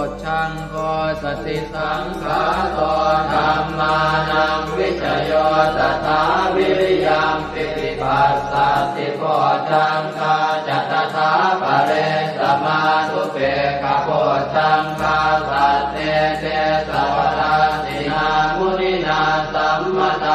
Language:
Pali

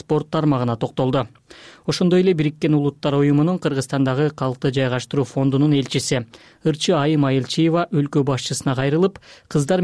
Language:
Kyrgyz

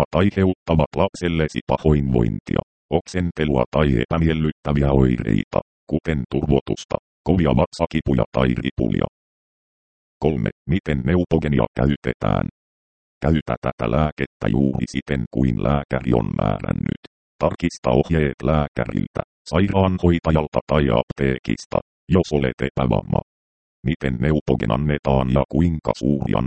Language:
Finnish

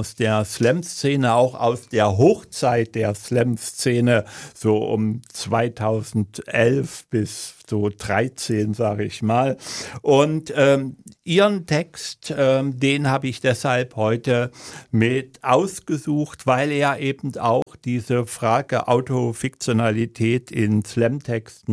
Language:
German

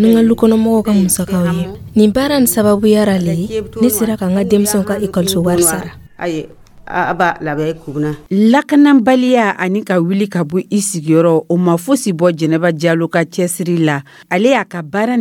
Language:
Dyula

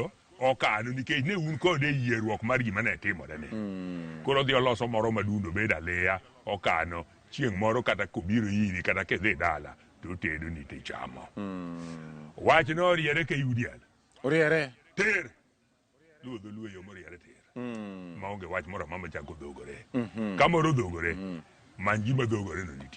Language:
Luo (Kenya and Tanzania)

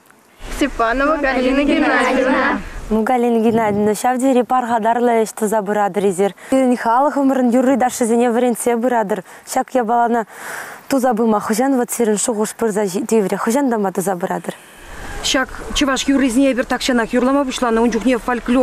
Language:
Chuvash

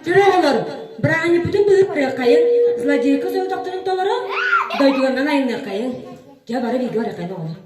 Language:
Yakut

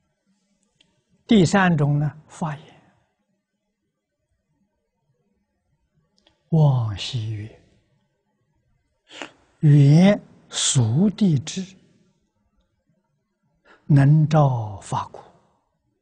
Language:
Chinese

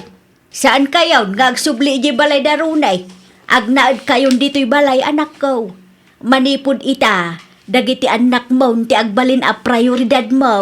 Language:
Iloko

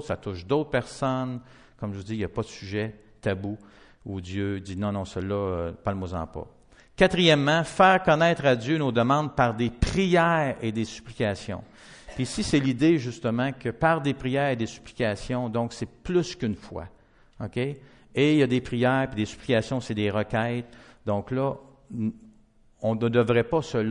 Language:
French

